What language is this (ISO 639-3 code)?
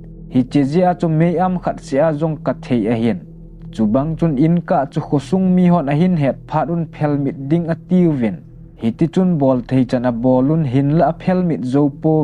tcz